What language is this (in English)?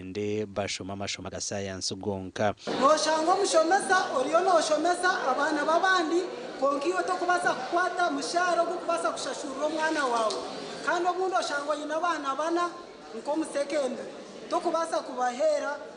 Nyankole